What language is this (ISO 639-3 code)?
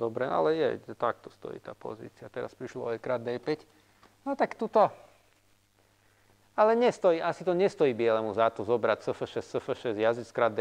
slk